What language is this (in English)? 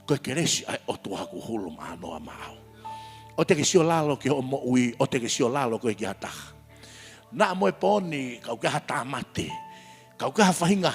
Tongan